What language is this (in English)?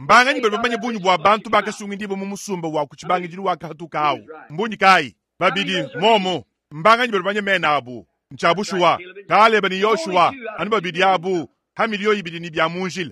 Luba-Lulua